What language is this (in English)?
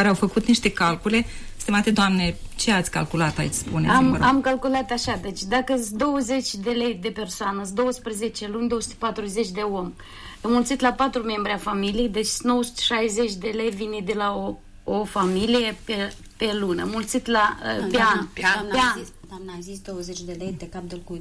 Romanian